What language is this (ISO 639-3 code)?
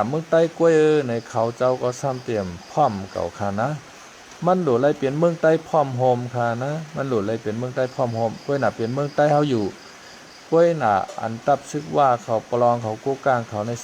shn